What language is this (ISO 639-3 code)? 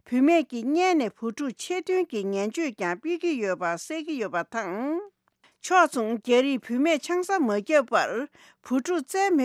bod